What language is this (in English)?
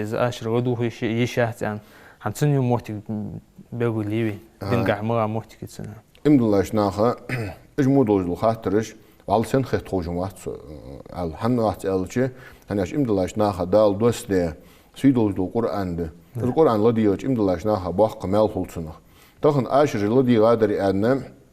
Ingush